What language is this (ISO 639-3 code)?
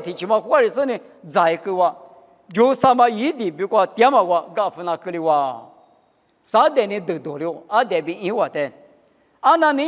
lis